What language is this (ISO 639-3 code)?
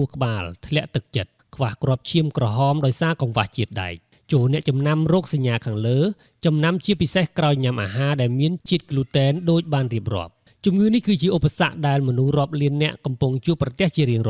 khm